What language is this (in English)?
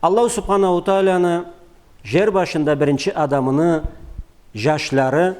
Karachay-Balkar